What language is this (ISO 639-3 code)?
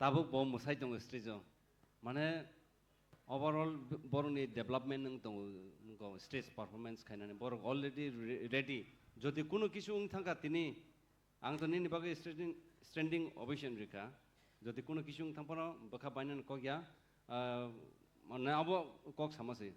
trp